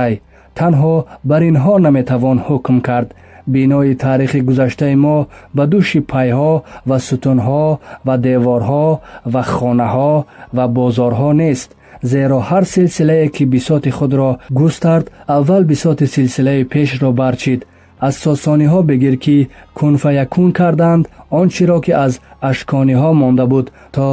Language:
Tajik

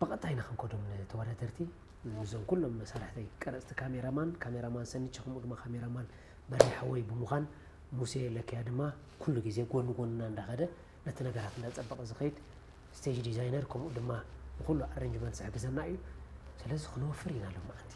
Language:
Tigrinya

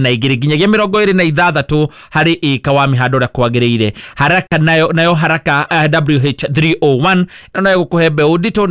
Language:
Kikuyu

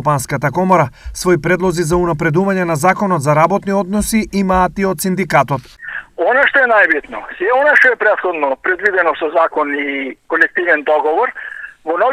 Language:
Macedonian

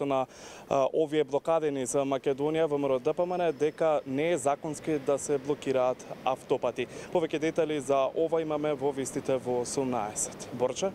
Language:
Macedonian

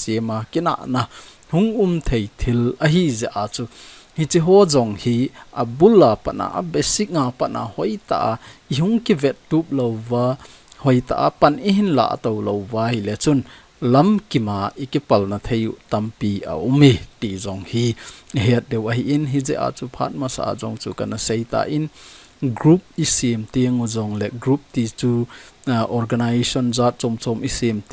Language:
Thado Chin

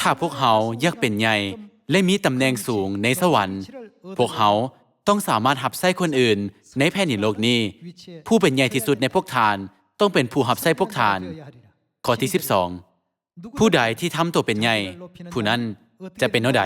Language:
Lao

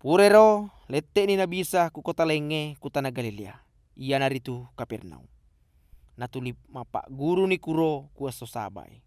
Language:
Buginese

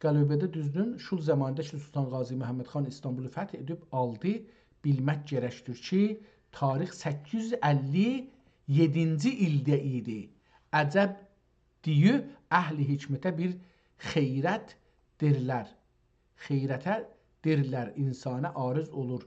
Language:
South Azerbaijani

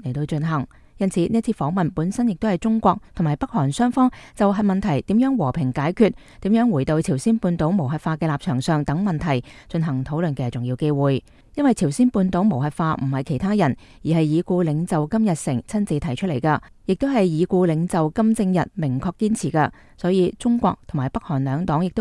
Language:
Cantonese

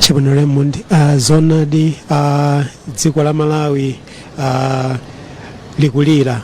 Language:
Nyanja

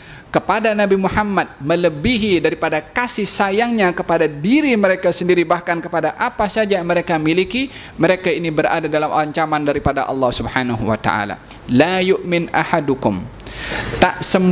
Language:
Malay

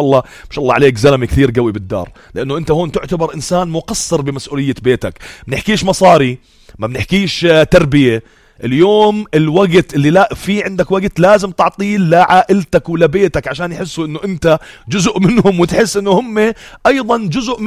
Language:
North Levantine Arabic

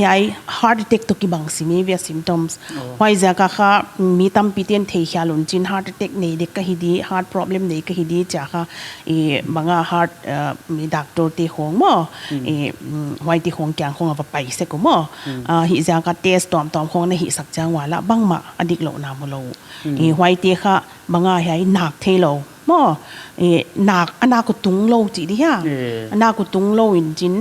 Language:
Paite Chin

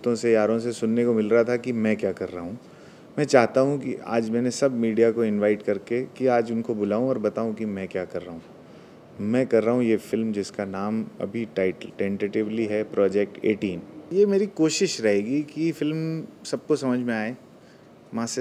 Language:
Hindi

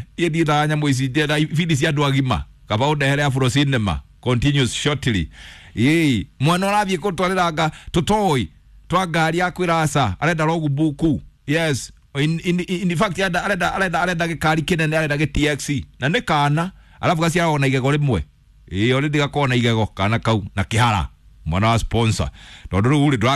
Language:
Kikuyu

